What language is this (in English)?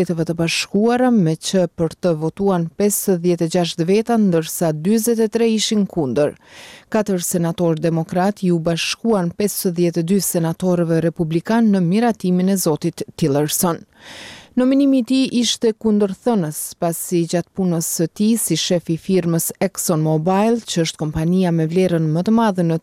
Albanian